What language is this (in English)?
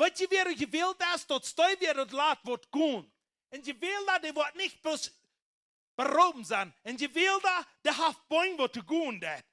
Plautdietsch